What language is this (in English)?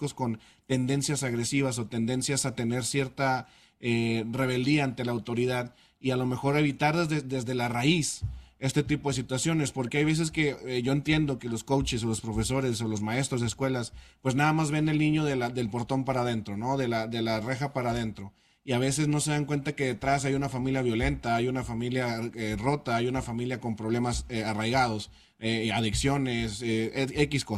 Spanish